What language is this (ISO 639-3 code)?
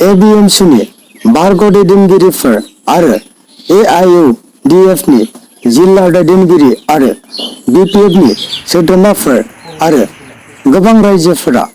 brx